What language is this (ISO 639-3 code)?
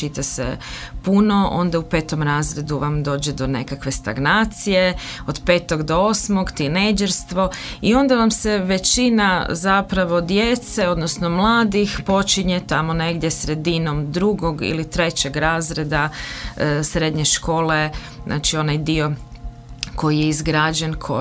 hrv